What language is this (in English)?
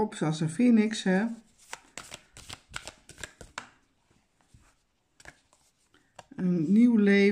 Dutch